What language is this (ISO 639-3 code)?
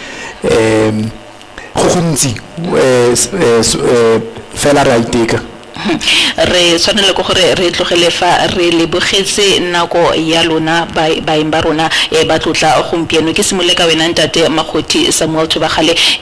tsn